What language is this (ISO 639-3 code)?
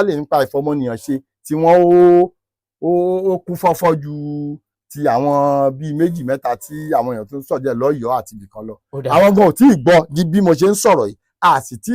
yor